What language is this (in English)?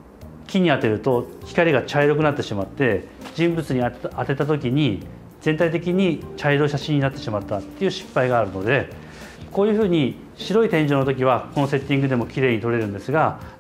Japanese